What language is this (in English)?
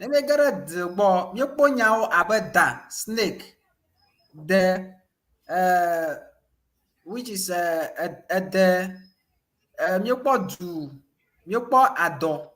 Ewe